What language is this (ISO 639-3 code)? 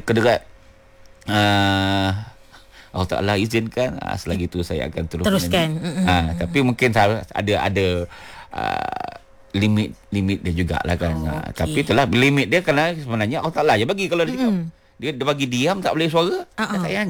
msa